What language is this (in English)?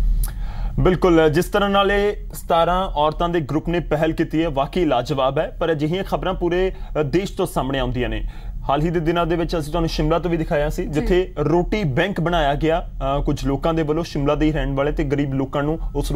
Punjabi